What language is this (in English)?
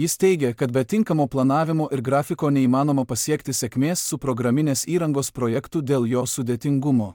Lithuanian